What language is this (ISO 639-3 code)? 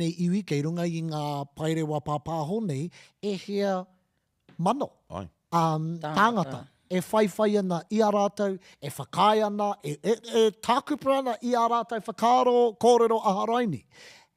mri